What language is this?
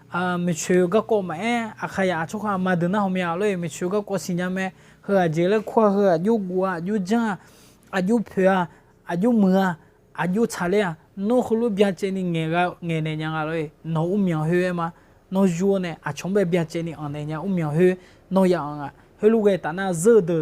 Akha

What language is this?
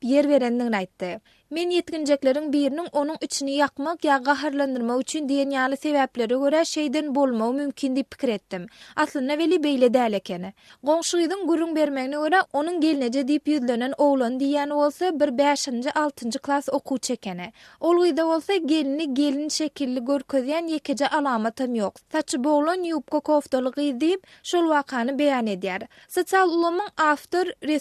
Turkmen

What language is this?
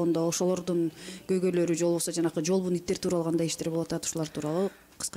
Kyrgyz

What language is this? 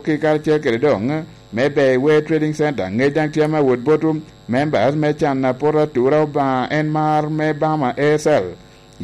Lango (Uganda)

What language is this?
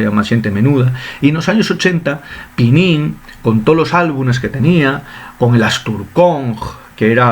Asturian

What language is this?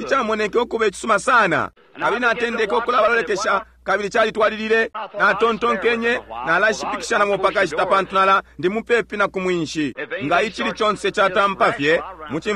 Bemba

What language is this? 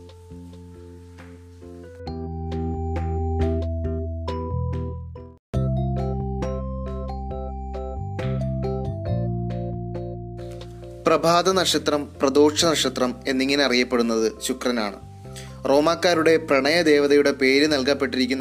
Malayalam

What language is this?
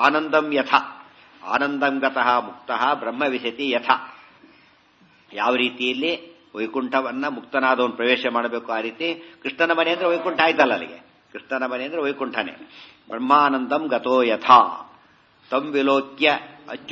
Kannada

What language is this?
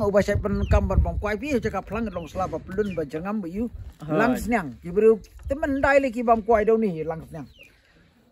Khasi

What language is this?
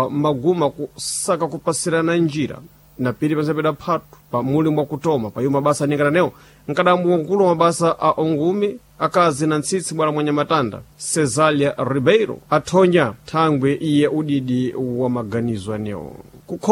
Sena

